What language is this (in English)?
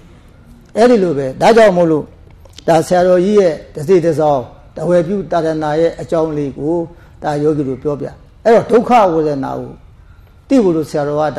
Burmese